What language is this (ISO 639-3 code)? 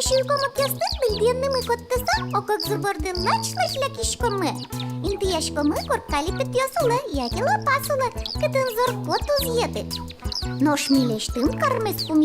udm